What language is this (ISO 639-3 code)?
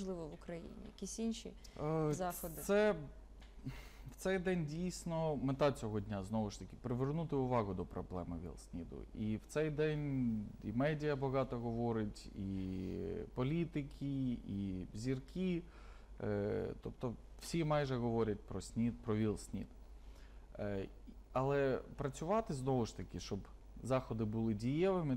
ukr